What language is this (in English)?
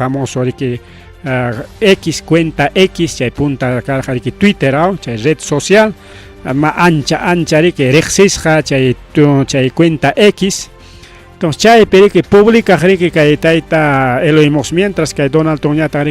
Ayacucho Quechua